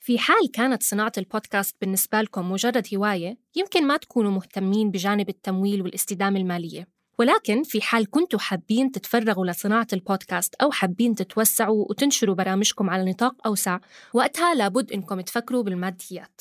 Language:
North Levantine Arabic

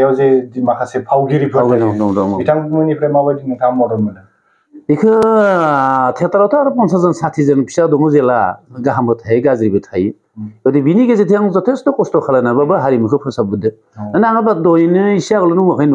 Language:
Bodo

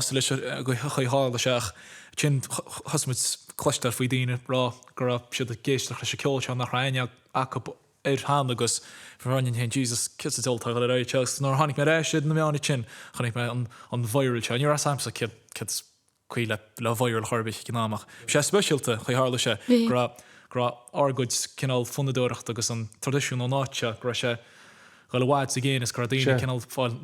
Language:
Irish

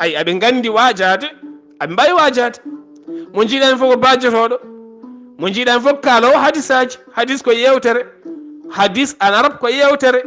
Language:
Fula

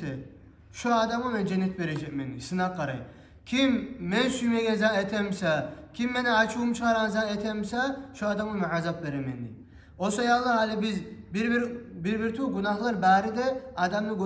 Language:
Kumyk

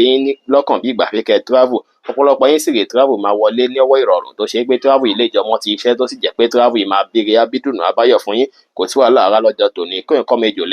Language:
Yoruba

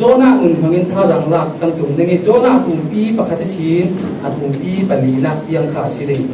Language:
Falam Chin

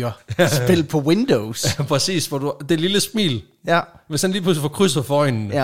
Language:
Danish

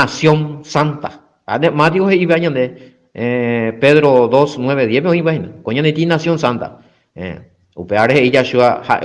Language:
Guarani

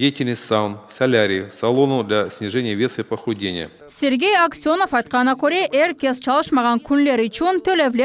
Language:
Crimean Tatar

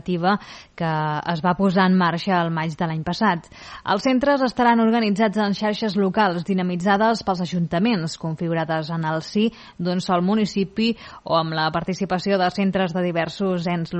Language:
Catalan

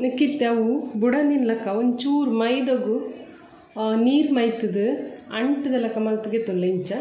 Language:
Tulu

